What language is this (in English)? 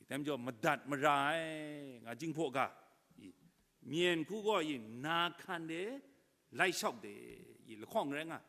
Kachin